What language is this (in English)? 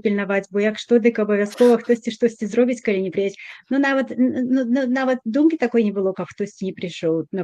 Belarusian